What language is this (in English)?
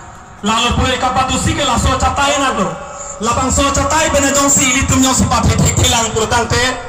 Karbi